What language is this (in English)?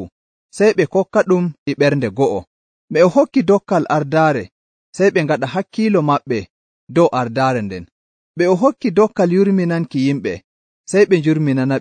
Nigerian Fulfulde